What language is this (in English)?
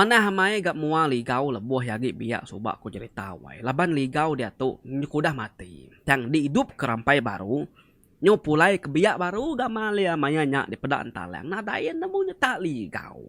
Iban